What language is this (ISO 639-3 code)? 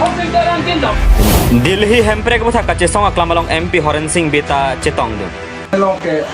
mjw